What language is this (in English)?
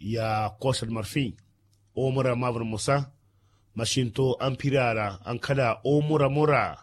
Makhuwa